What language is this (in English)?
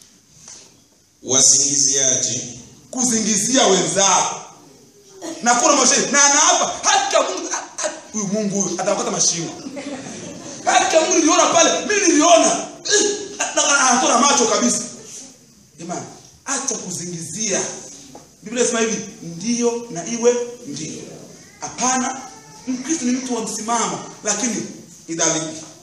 Swahili